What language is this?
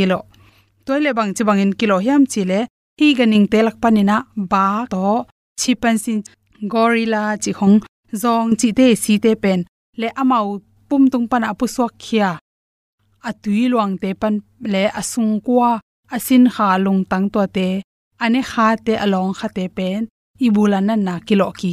Tedim Chin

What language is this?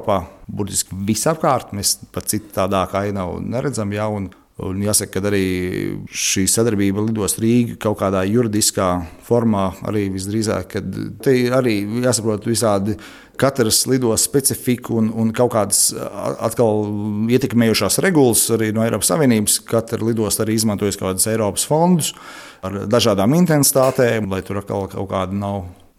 Latvian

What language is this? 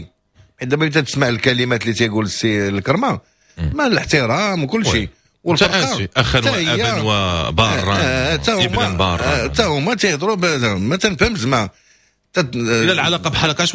Moroccan Arabic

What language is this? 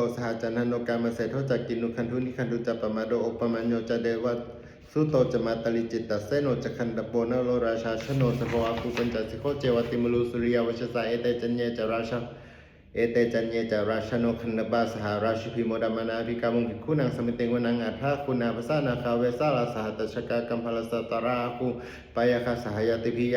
Pali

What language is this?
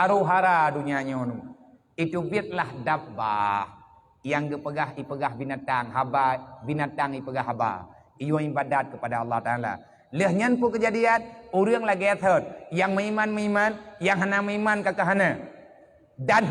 Achinese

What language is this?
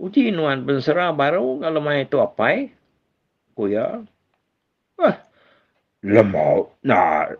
Iban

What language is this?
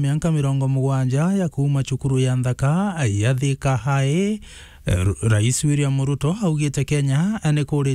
Meru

